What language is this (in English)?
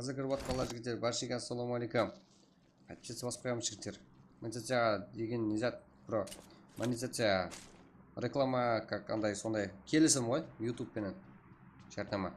Kara-Kalpak